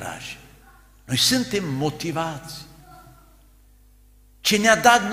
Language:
Romanian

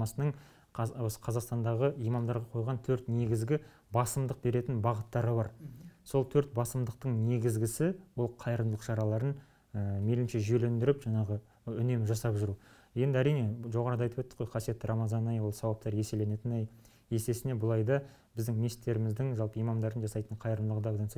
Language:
Kazakh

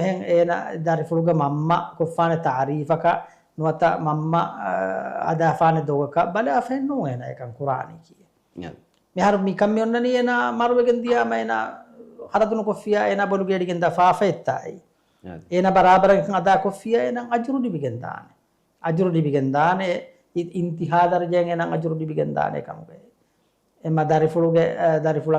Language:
Divehi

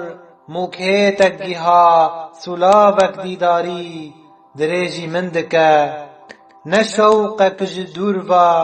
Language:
Kurdish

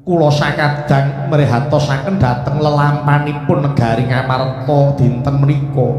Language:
Javanese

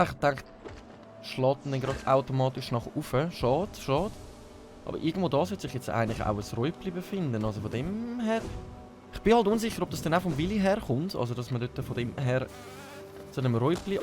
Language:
Swiss German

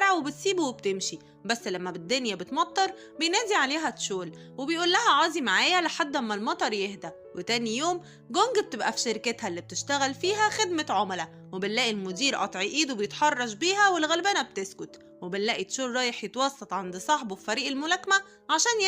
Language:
Egyptian Arabic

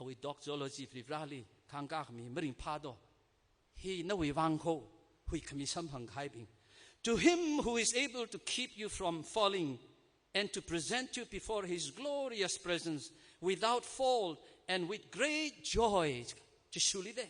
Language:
Tangkhul Naga (India)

